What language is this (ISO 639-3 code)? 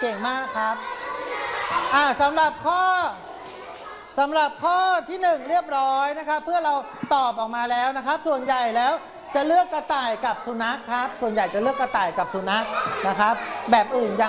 tha